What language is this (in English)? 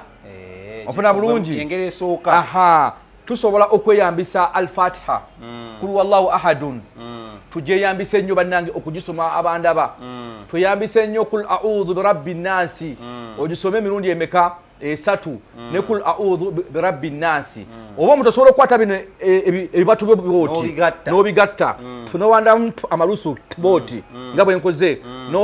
Ganda